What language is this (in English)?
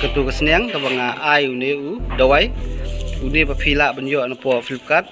Khasi